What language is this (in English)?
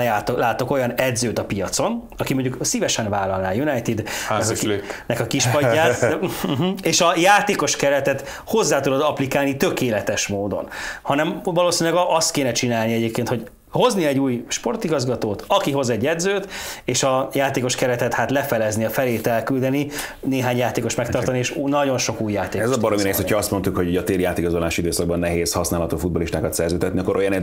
Hungarian